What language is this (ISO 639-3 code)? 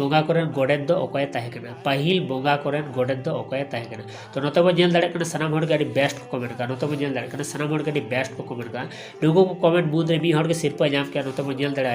sat